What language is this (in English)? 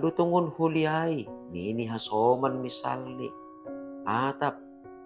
Batak Simalungun